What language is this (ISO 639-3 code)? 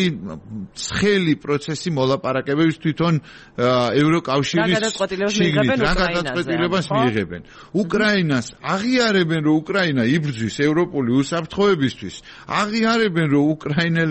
kat